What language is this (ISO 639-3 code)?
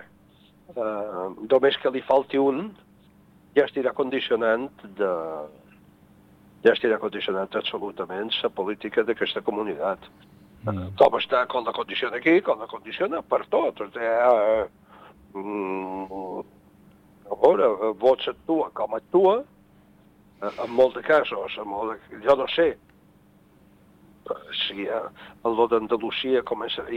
cat